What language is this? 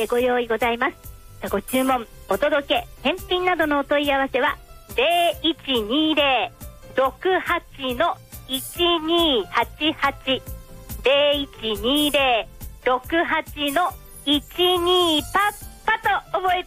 Japanese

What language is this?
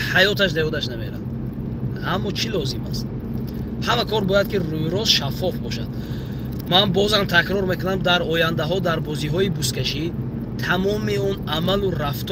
Tajik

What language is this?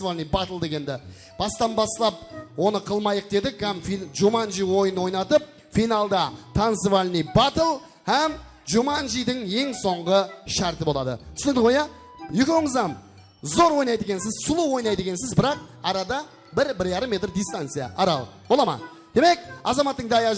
Kara-Kalpak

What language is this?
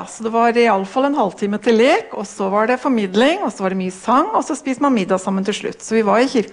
Norwegian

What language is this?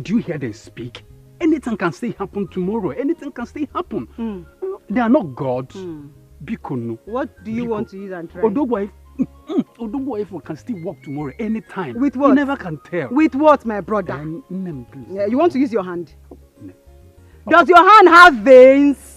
Nigerian Pidgin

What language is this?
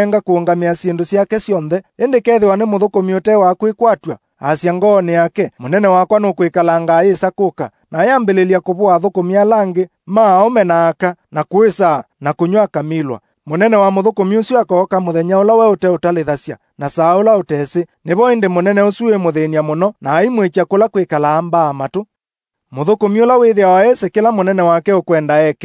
Kamba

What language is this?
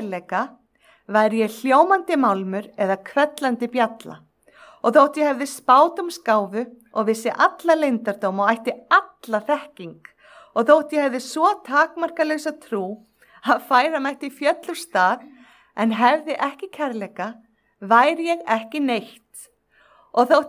Icelandic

